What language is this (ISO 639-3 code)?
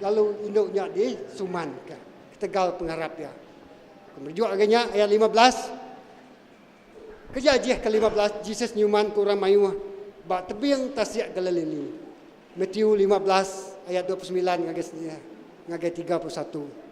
iba